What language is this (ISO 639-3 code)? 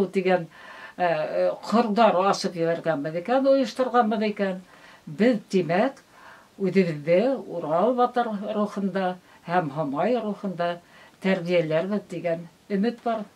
bak